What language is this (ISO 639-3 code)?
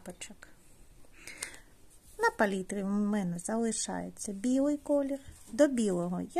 ukr